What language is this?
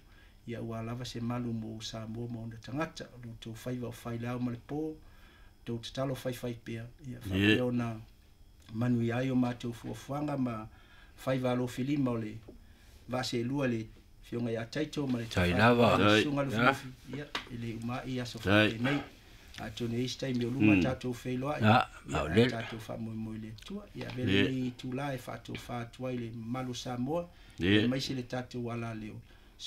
Samoan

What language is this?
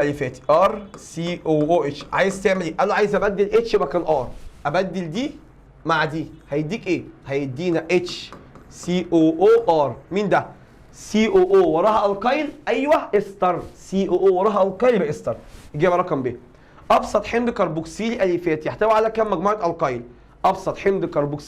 Egyptian Arabic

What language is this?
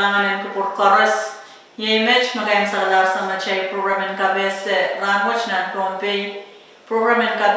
Pohnpeian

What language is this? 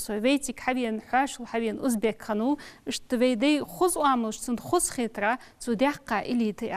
Ingush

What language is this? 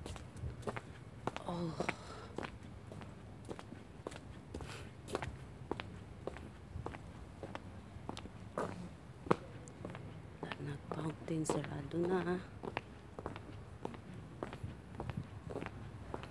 Filipino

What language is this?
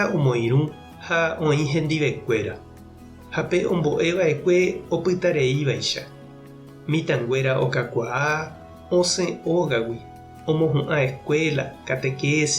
Guarani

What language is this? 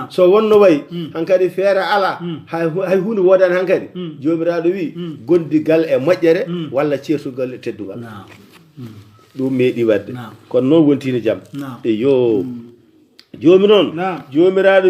Fula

